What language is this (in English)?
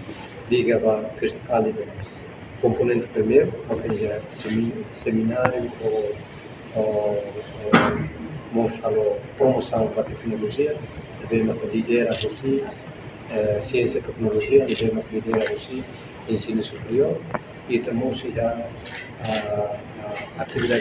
Tetum